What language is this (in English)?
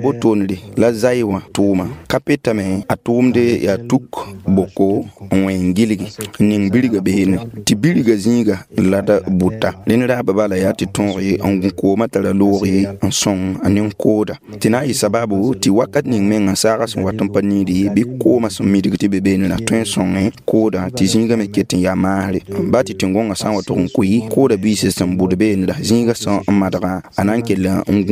Mossi